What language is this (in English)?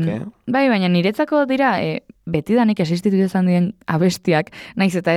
Basque